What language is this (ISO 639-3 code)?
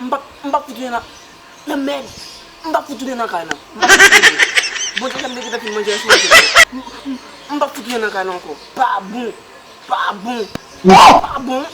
hat